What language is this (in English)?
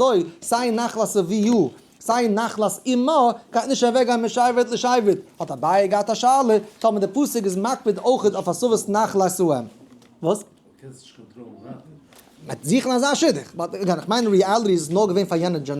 Yiddish